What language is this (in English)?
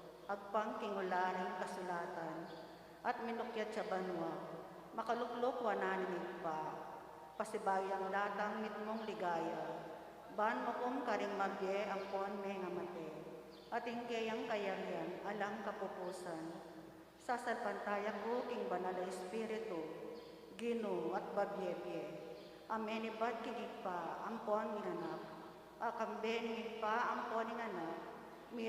Pampanga